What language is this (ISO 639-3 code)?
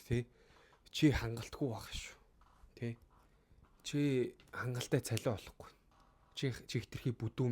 mon